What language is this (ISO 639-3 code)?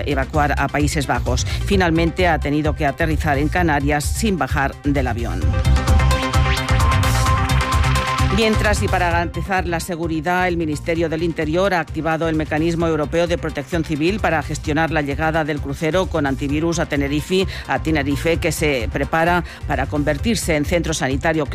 spa